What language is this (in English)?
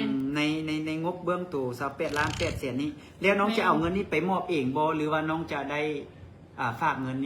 Lao